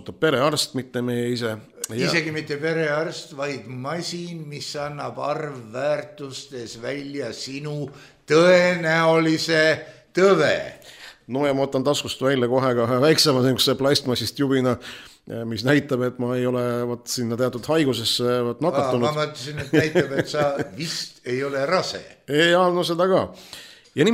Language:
Estonian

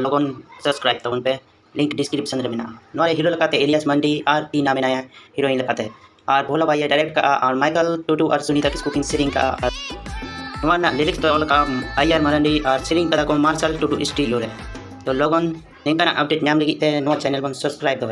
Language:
Santali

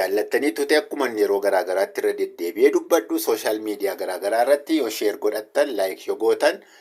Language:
Oromo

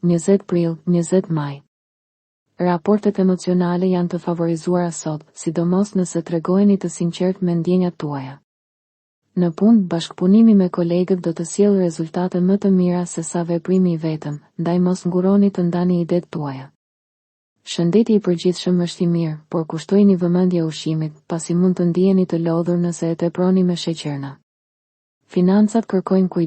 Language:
Albanian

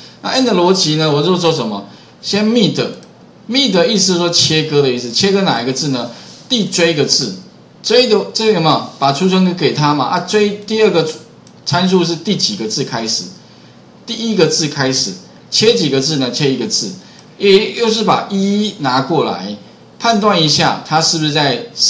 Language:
Chinese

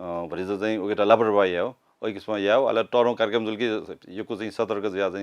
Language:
Newari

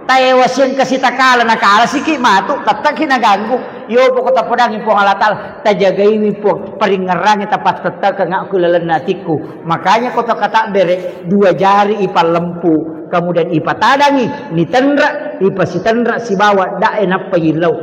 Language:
Buginese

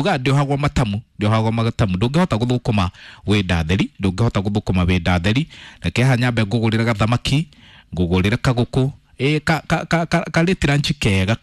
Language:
Kikuyu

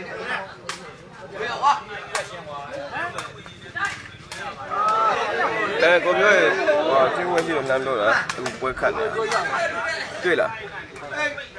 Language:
Burmese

